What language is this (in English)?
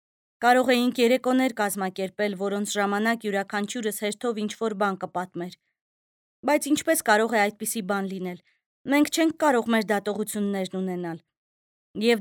Armenian